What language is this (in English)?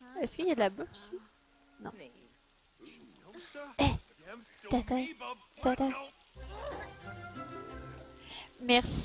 French